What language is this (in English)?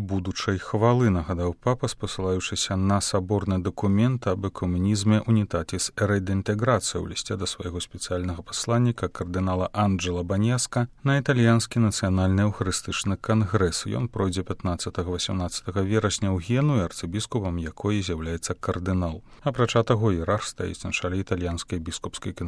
Belarusian